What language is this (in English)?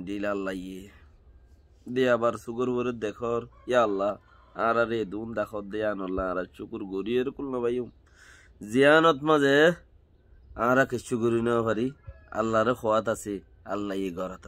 Rohingya